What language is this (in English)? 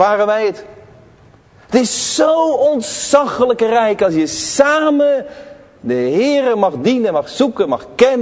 Dutch